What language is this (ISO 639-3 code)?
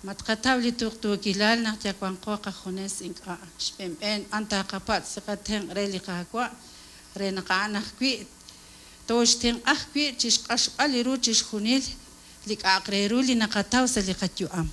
kek